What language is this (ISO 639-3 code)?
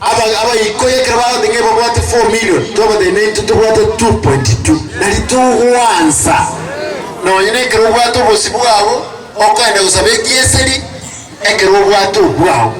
guz